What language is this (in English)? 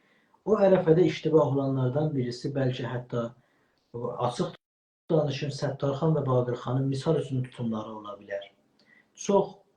South Azerbaijani